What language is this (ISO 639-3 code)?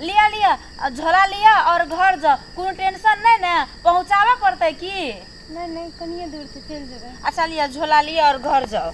mai